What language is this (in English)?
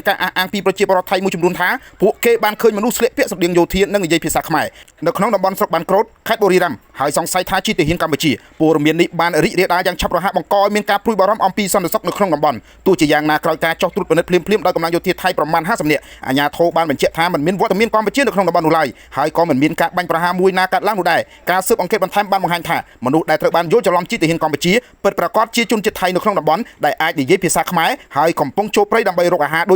Khmer